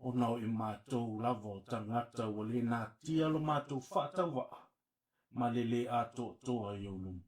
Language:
Samoan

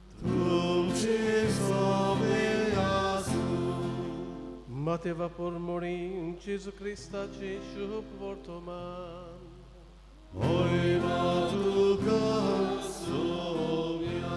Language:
Konkani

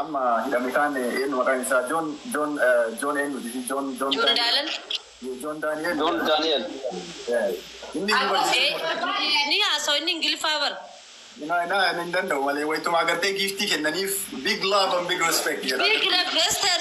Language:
Oromo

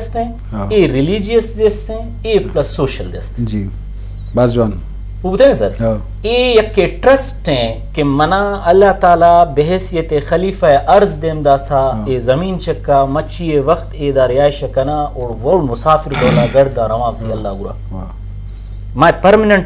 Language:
Eastern Balochi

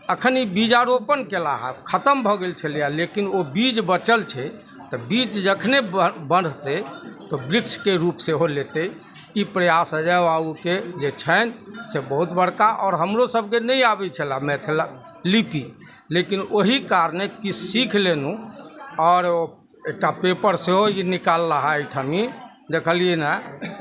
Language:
Maithili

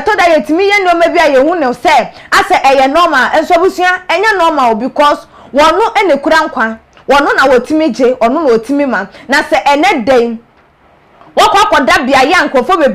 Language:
Akan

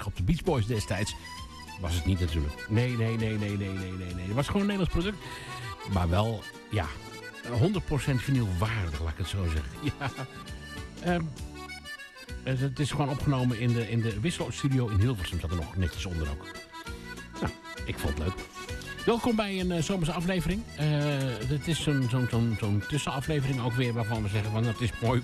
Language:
Dutch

